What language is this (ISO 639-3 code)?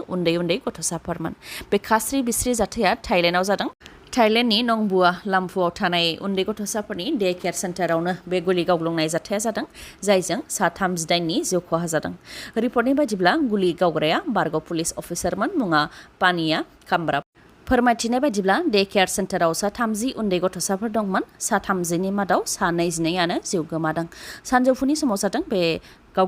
brx